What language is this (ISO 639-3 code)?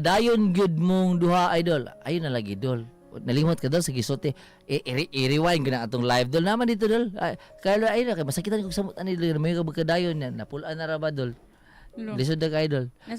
ceb